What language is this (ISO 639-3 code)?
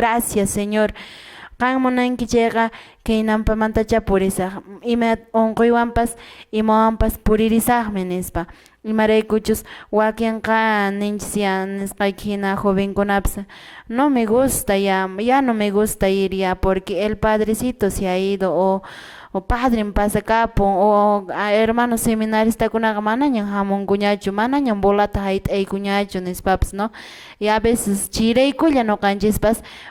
que